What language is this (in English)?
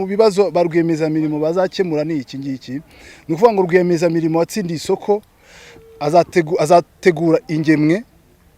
Kinyarwanda